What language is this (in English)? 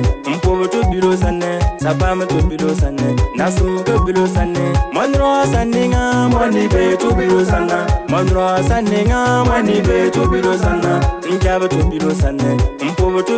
Bimoba